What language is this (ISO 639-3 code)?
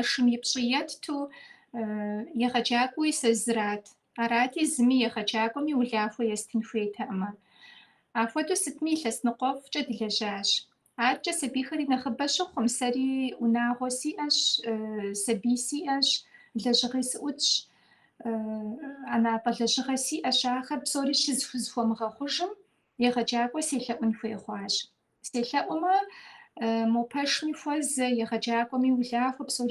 kbd